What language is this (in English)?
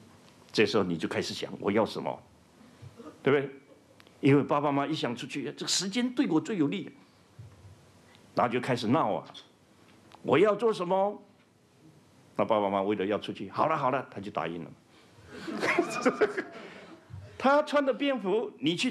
Chinese